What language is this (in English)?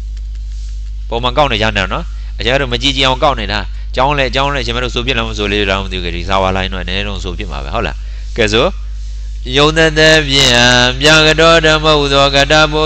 Burmese